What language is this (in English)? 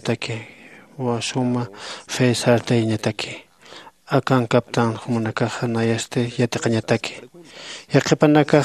Aymara